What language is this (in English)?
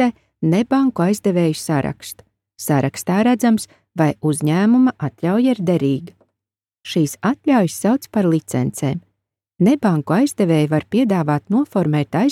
Latvian